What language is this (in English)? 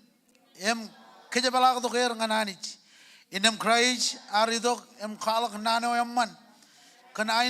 Marshallese